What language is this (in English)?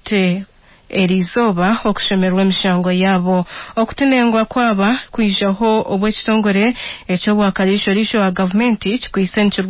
Nyankole